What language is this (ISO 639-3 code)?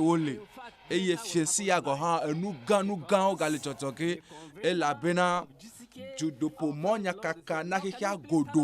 ewe